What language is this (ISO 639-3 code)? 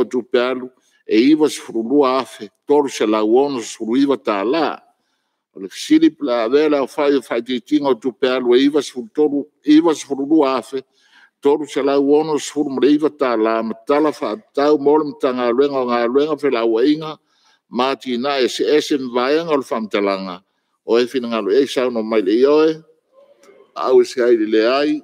smo